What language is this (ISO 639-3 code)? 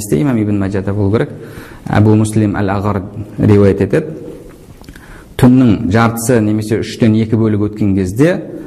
kaz